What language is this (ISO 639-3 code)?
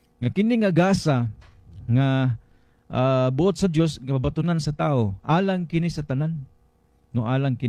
ceb